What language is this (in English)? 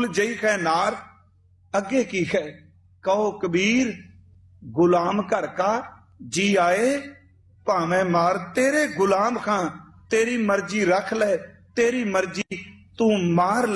Punjabi